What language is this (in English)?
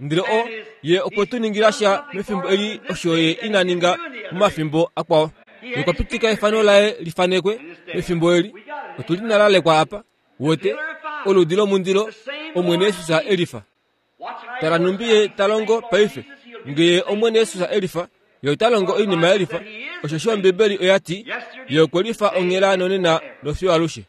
Kuanyama